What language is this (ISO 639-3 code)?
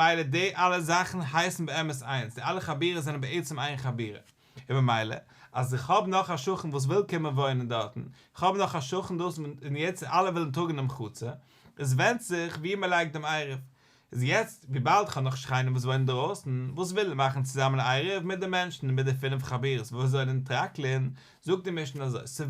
yid